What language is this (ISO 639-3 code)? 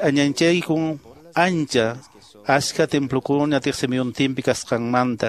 que